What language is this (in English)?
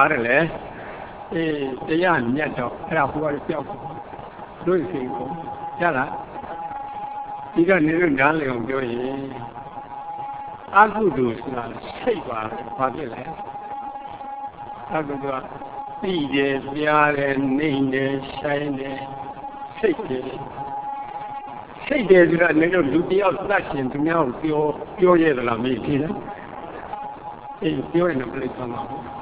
Burmese